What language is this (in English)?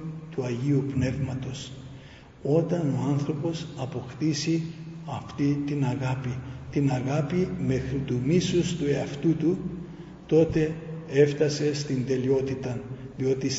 Greek